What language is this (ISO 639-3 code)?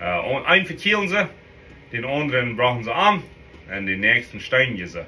pdt